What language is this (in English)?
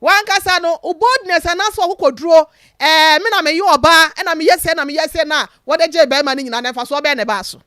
Akan